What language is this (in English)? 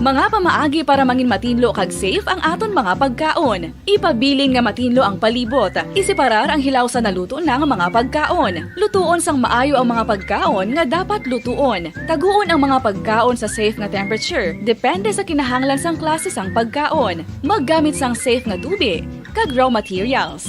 Hiligaynon